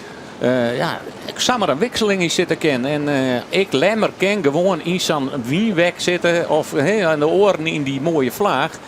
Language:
Western Frisian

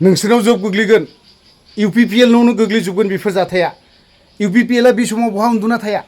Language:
Bodo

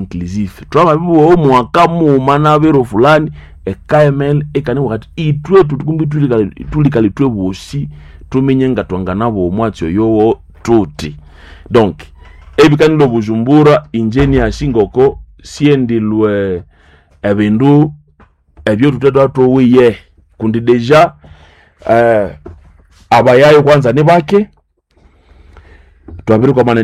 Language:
Swahili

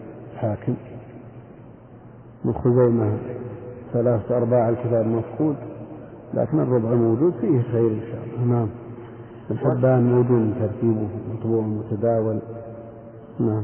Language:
Arabic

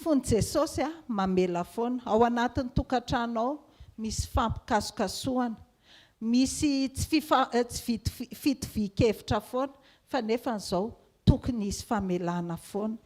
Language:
Malagasy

